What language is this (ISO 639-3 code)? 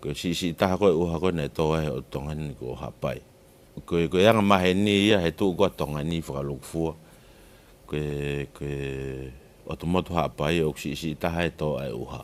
ton